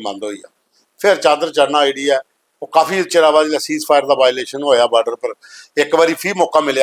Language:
Dogri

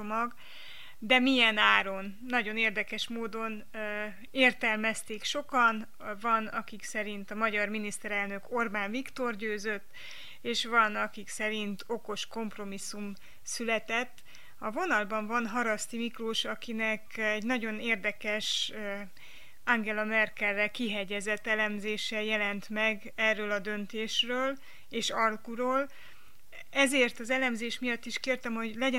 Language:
Hungarian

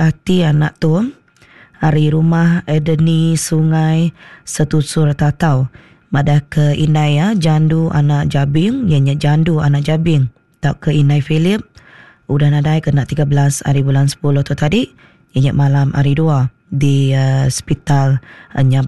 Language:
Iban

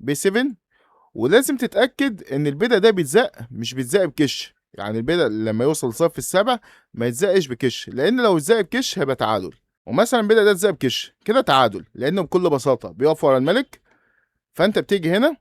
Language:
Egyptian Arabic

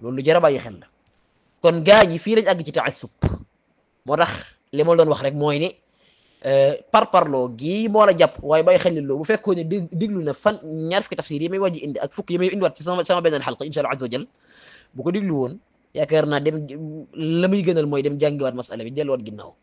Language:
Wolof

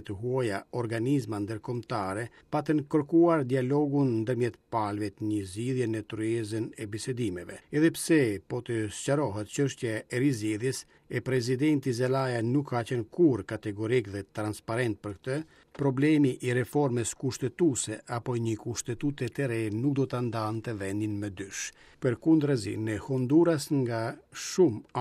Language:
Albanian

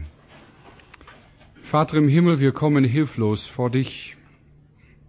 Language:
German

